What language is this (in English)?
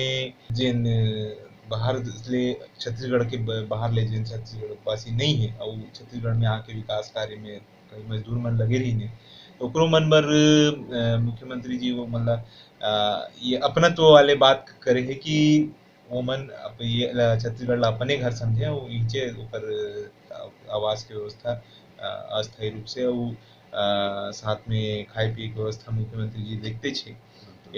Chhattisgarhi